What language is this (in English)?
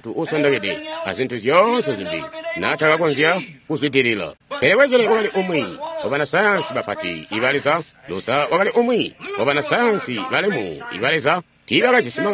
Tonga (Zambia)